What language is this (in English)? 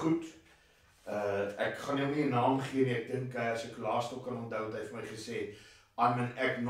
Afrikaans